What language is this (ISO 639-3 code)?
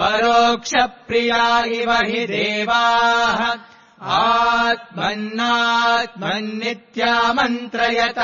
san